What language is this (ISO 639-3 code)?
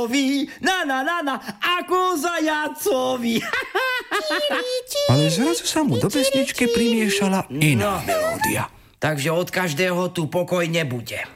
slk